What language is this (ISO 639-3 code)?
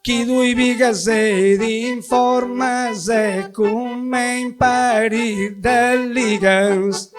srd